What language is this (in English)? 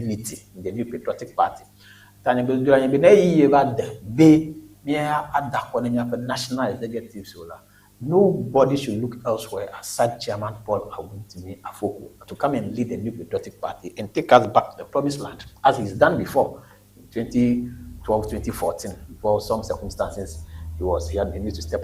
Ewe